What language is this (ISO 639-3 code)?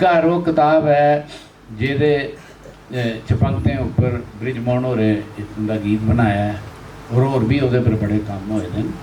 doi